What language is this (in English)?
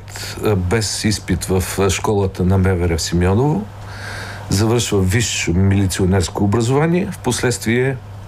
Bulgarian